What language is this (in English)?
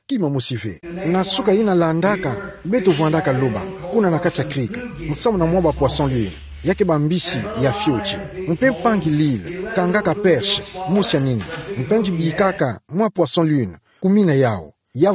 Kituba (Democratic Republic of Congo)